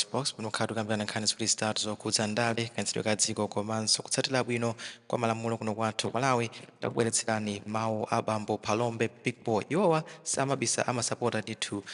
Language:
Nyanja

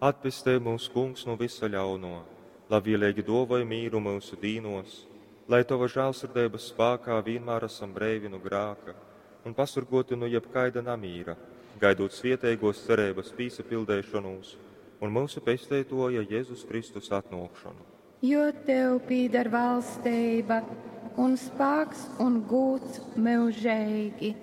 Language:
Latgalian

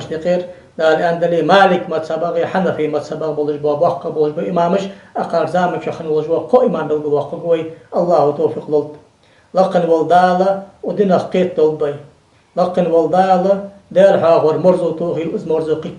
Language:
Ingush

